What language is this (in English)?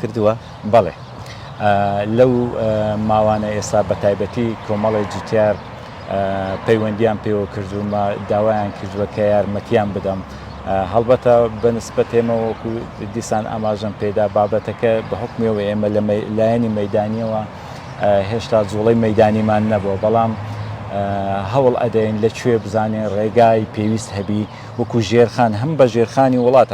Central Kurdish